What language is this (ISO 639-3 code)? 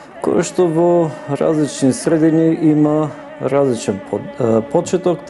mkd